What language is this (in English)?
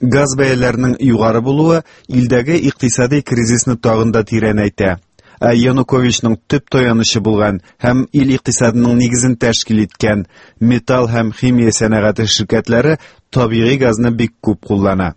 Tatar